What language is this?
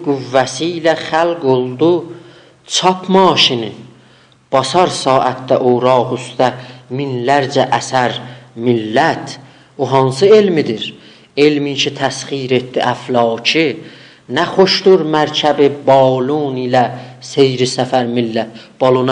South Azerbaijani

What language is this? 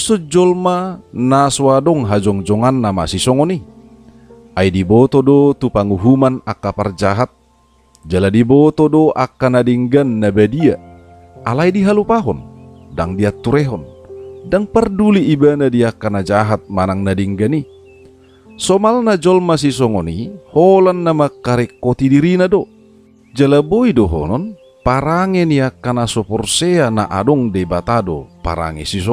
Batak Toba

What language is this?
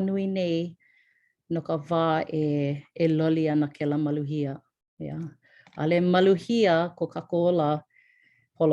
Hawaiian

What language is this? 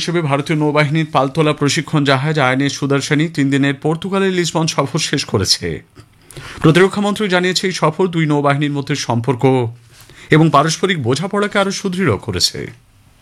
Bangla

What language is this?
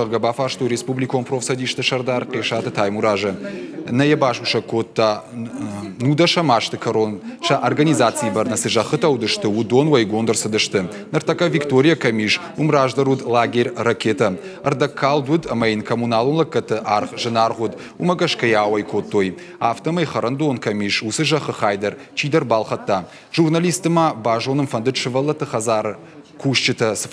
Ossetic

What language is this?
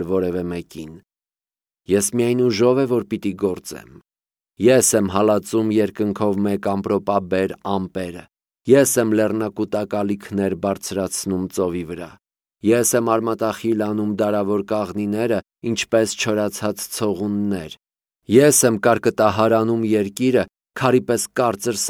Armenian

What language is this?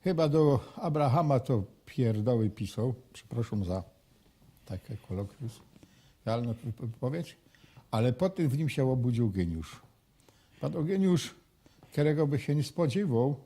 Silesian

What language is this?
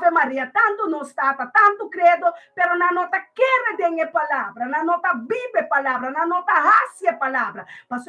Papiamento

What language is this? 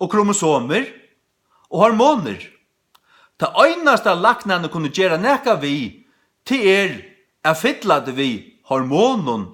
Faroese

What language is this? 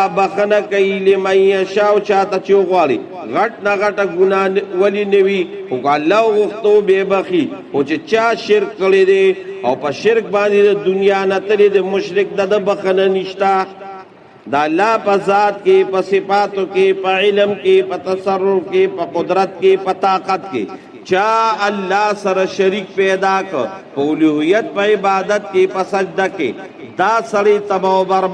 Pashto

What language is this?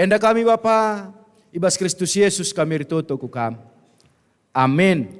Batak Karo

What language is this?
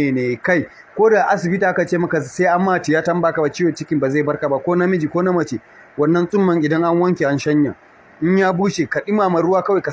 Hausa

